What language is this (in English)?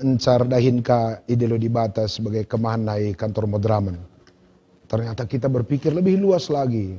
Batak Karo